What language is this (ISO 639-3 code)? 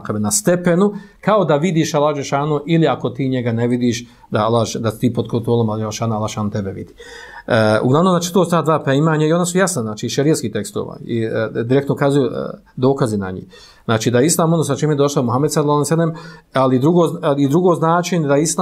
bos